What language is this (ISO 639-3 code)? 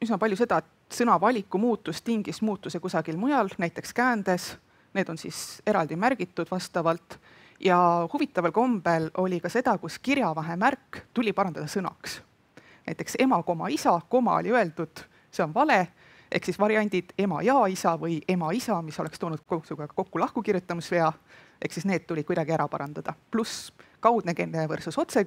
est